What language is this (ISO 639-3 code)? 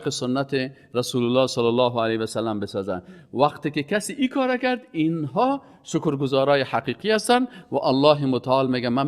fas